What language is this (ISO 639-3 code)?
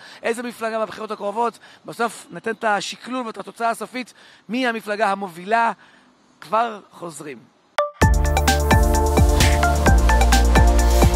heb